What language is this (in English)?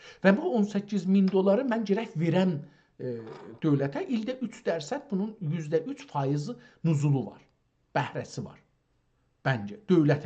South Azerbaijani